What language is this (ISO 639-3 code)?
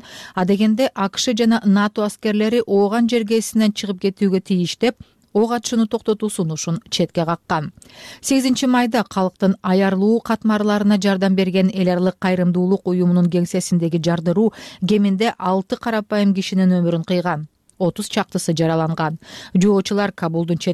kir